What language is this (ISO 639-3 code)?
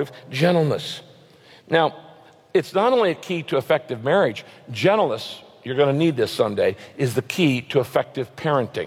eng